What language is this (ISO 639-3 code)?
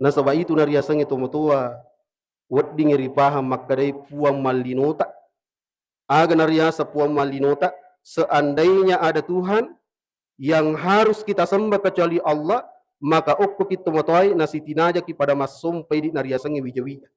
bug